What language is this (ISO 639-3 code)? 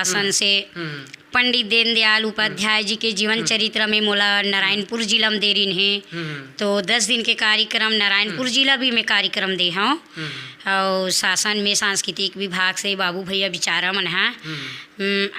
hne